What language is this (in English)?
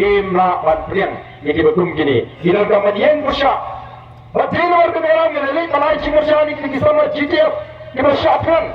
Khasi